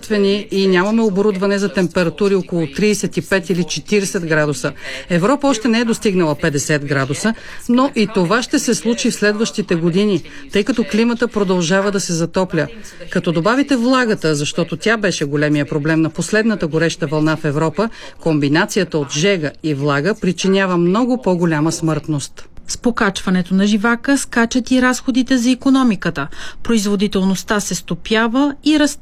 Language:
Bulgarian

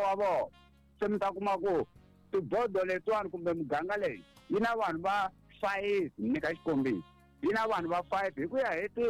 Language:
Tsonga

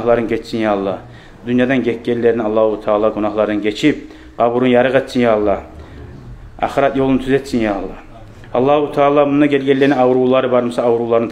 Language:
Kumyk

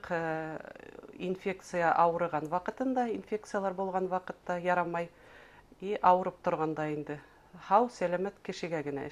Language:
Bashkir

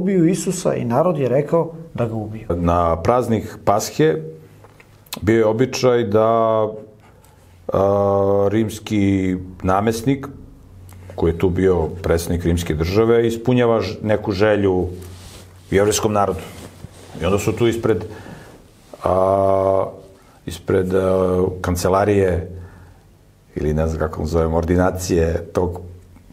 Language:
Serbian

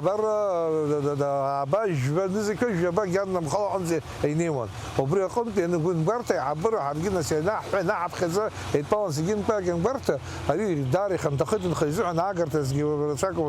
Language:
Abkhazian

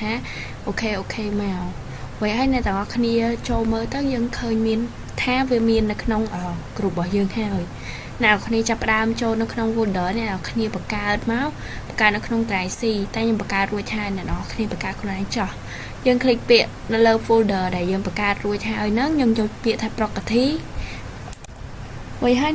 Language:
Khmer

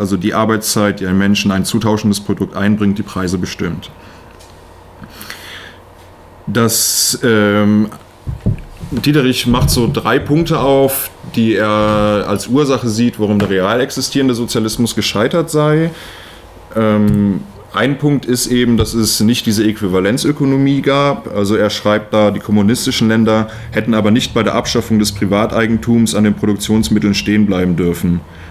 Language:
German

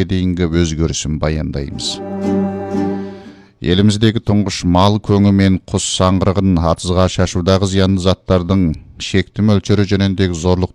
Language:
Kazakh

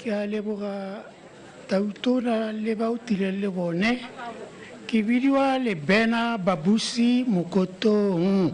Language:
Tswana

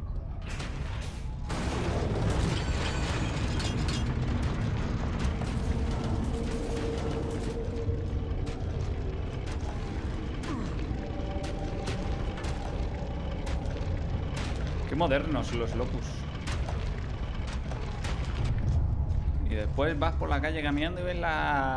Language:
Spanish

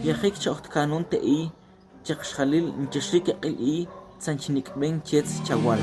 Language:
Tektiteko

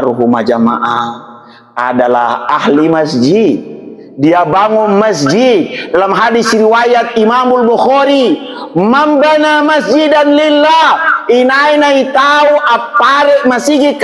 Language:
Makasar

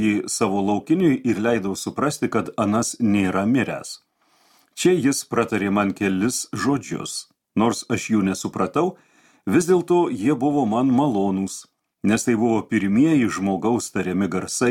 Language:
Lithuanian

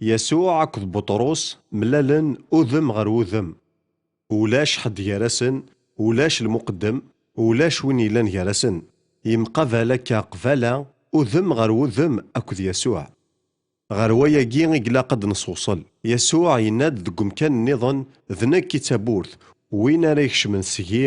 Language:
Kabyle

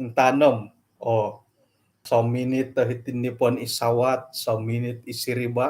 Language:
Central Dusun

